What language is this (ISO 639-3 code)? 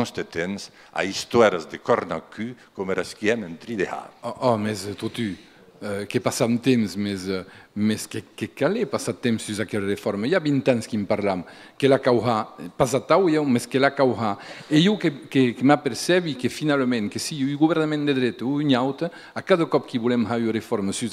oci